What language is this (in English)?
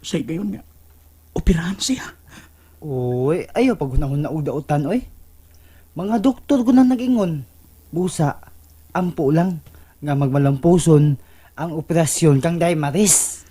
Cebuano